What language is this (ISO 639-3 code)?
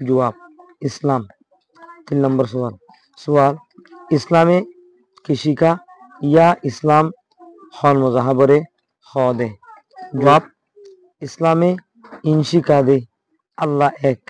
rhg